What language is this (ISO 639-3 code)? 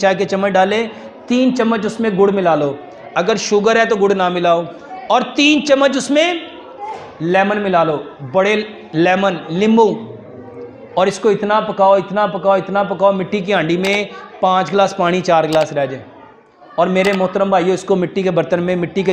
hin